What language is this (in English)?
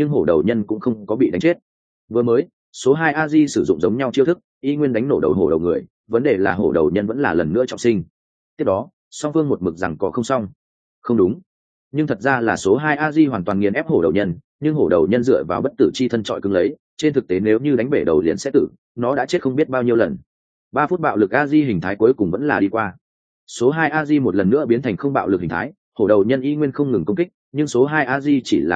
Vietnamese